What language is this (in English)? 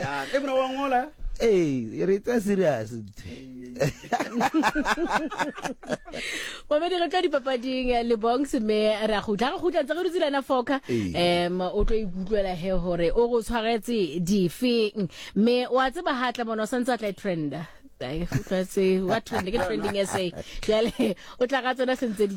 Southern Sotho